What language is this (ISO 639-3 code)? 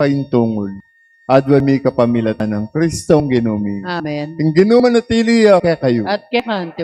pam